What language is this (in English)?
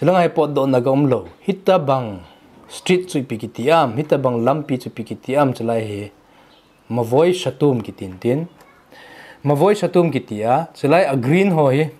Thado Chin